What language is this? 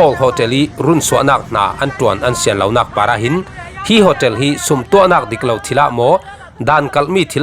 Falam Chin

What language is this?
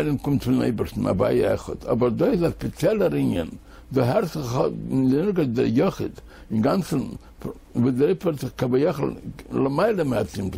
Yiddish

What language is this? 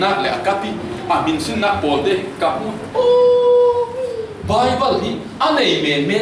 Falam Chin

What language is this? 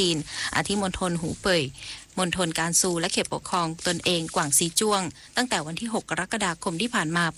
Thai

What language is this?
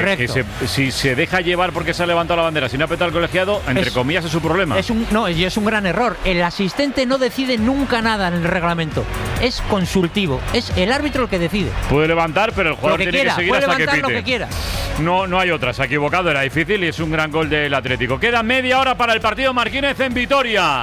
Spanish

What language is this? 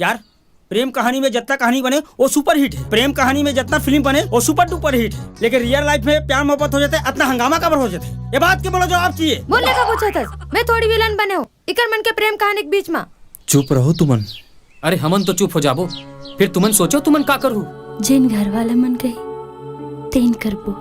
Chhattisgarhi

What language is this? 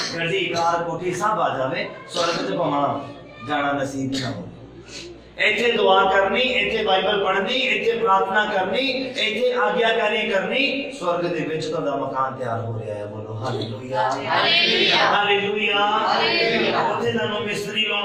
Punjabi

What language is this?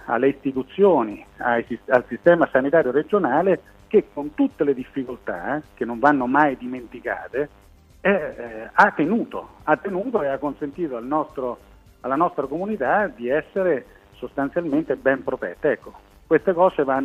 Italian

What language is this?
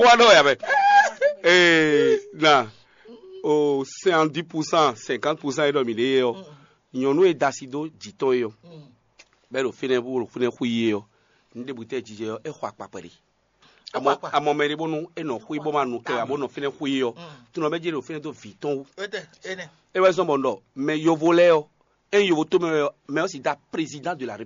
Fon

